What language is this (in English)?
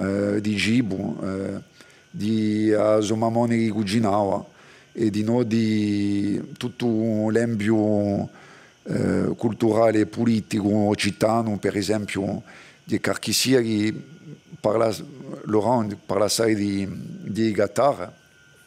Corsican